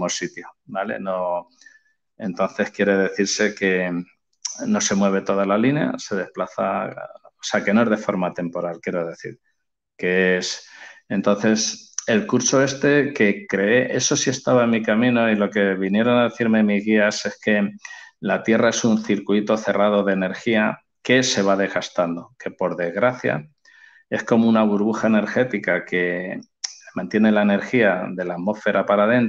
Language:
Spanish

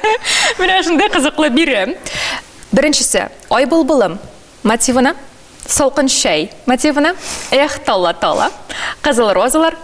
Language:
Tatar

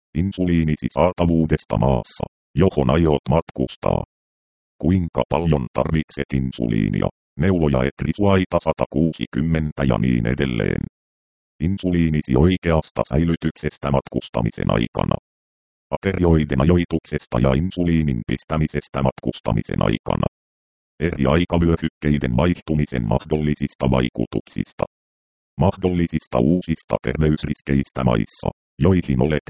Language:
Finnish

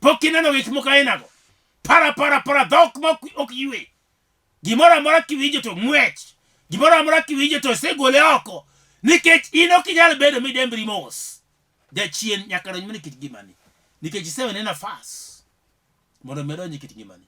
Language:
Luo (Kenya and Tanzania)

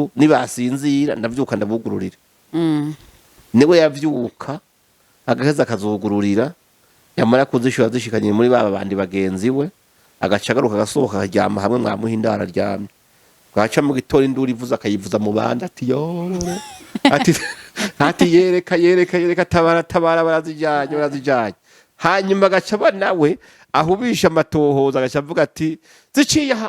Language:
Rundi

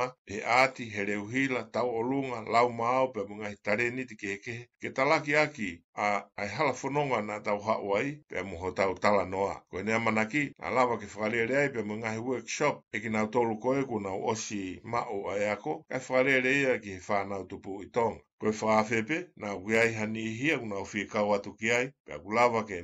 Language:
Tongan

